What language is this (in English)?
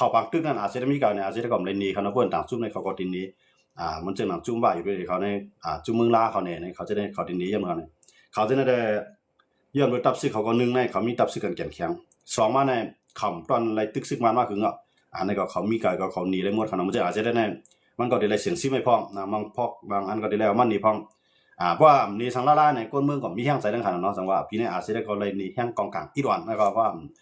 Shan